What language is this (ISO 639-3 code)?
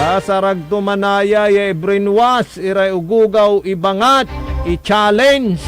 pag